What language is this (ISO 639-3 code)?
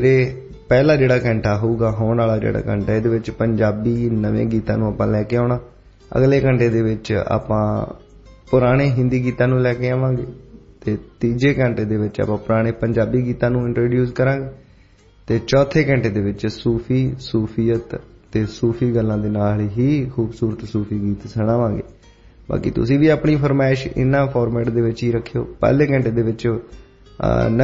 pan